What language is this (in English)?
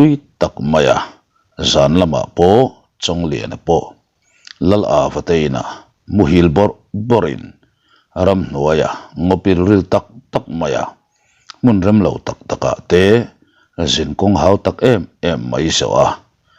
Mizo